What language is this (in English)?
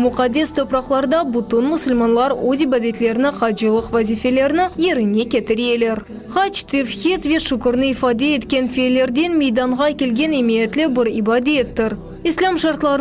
Crimean Tatar